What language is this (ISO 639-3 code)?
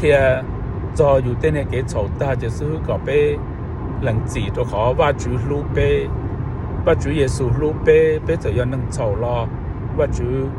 hmn